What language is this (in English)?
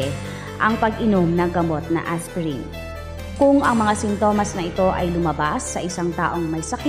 Filipino